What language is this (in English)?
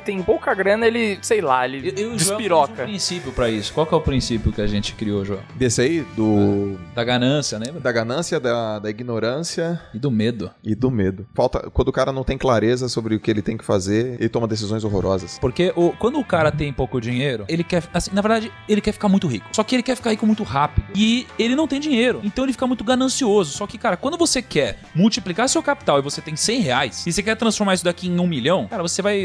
Portuguese